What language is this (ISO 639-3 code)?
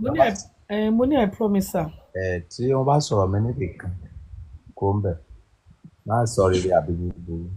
yor